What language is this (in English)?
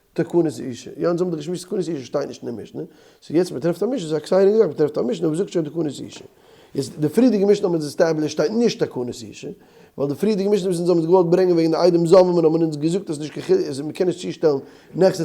Yiddish